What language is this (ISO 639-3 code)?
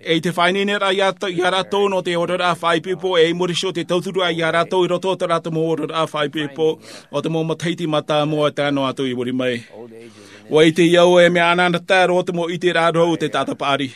tah